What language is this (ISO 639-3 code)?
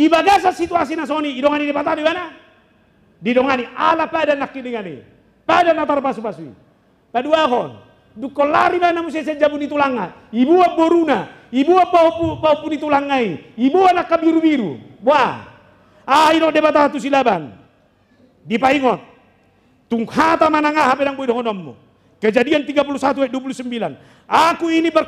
bbc